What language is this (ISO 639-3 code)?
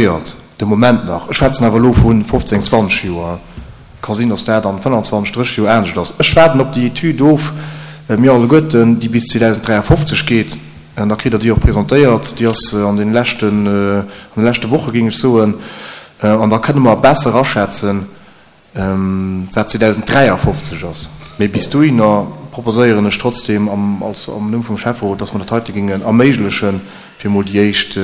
ltz